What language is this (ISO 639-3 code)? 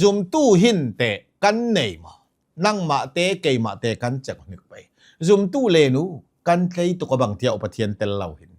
cnh